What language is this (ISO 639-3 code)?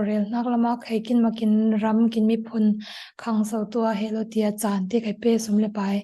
cfm